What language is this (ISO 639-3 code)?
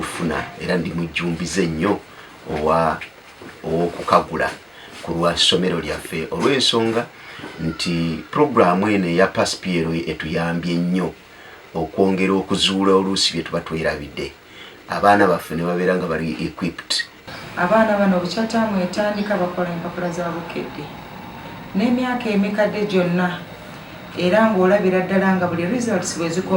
lug